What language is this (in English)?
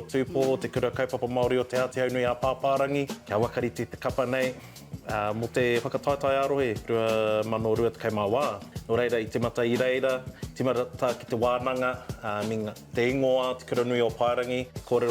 Māori